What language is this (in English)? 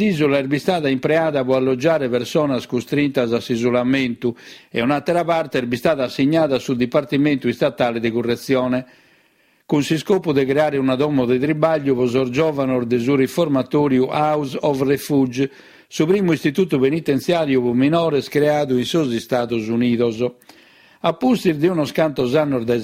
Sardinian